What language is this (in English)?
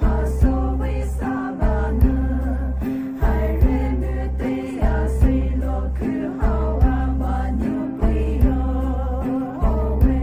Poumei Naga